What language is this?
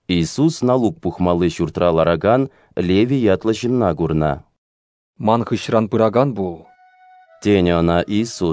Chuvash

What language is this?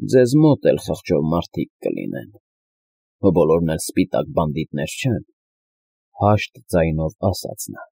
Armenian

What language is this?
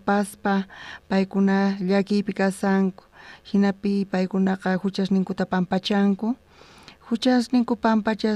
South Bolivian Quechua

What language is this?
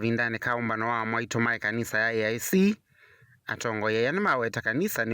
Kamba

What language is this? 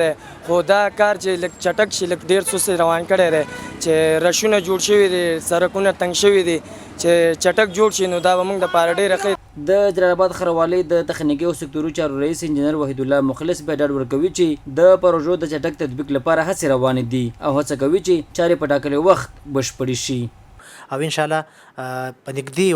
Pashto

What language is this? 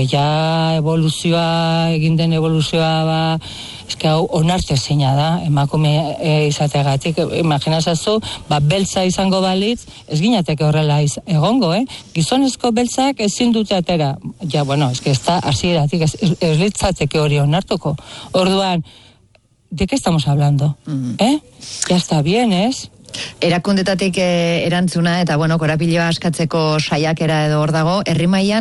Basque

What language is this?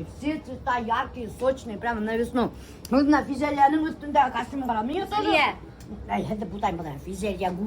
Bashkir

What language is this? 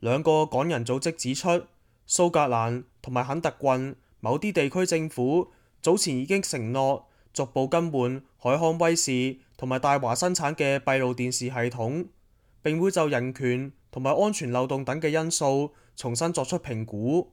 Cantonese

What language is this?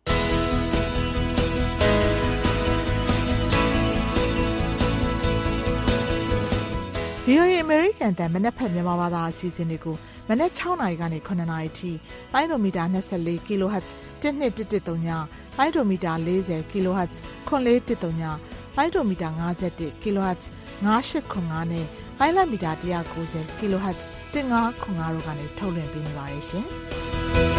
Burmese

